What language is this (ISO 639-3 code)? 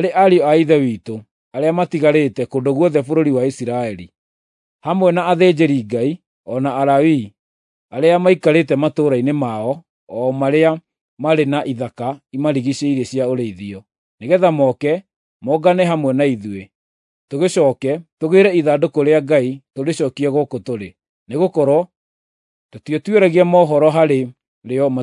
kik